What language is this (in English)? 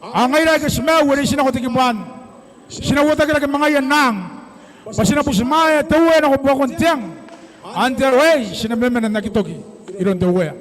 Gilbertese